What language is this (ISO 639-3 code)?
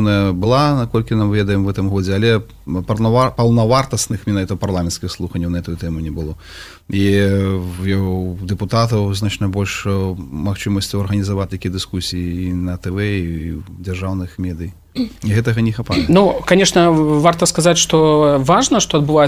bel